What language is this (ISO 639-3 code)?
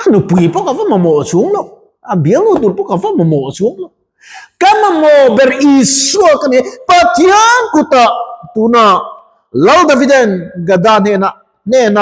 lus